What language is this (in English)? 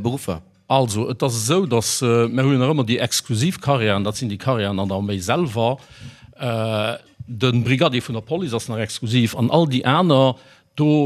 Luxembourgish